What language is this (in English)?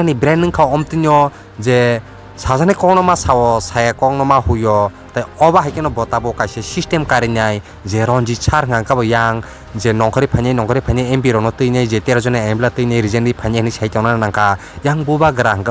Kok Borok